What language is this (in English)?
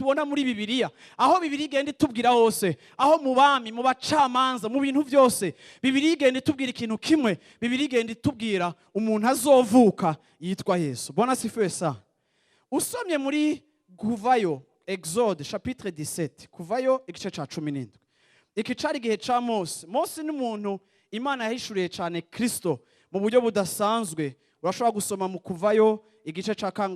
Rundi